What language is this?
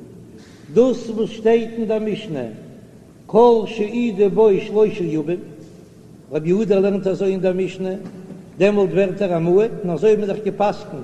Yiddish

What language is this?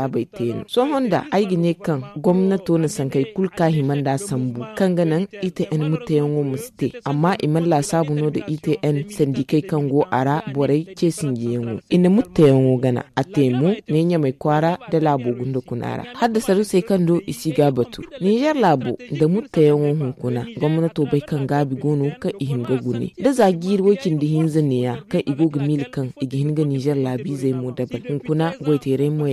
Zarma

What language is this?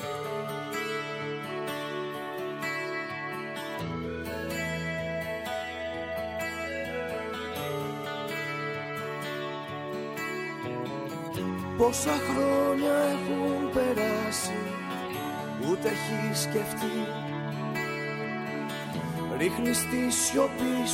Greek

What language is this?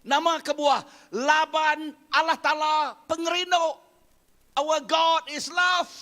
Iban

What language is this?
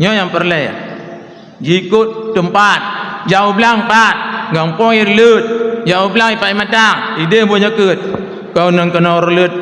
Achinese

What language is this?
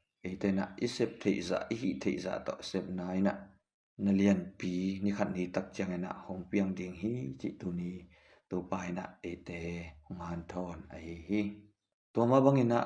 Tedim Chin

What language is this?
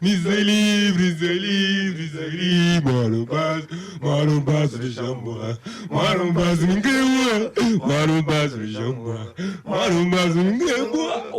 Kabuverdianu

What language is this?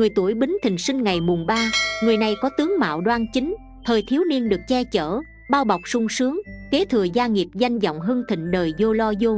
Vietnamese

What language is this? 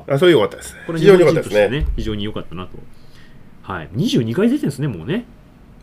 Japanese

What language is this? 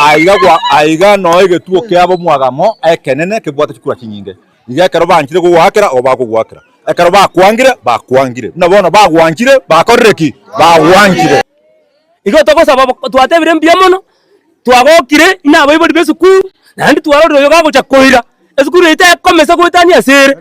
Gusii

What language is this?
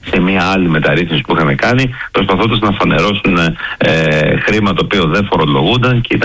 Greek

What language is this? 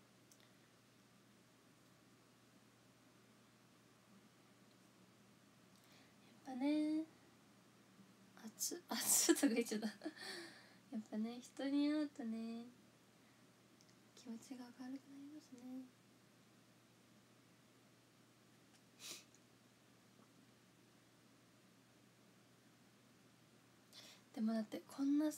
Japanese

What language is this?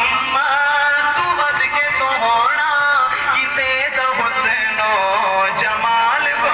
Saraiki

